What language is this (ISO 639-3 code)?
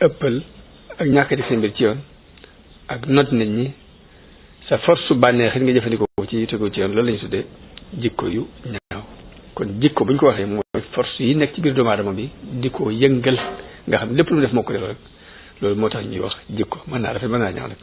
wol